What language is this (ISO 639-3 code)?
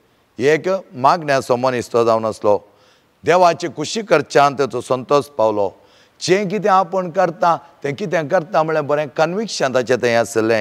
kok